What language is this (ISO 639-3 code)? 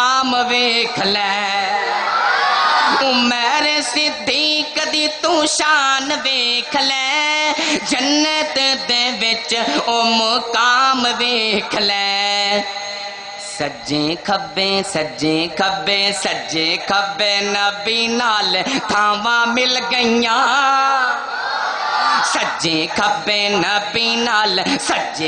lah